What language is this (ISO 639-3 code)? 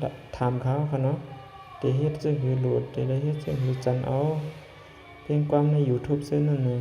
shn